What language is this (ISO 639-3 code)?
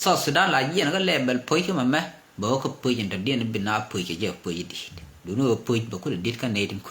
nus